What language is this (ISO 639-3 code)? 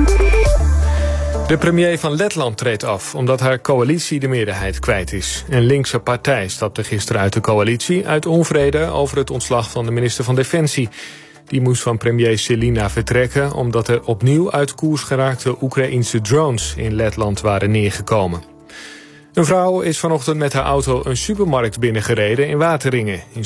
nld